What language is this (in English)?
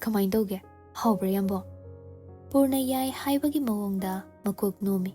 Manipuri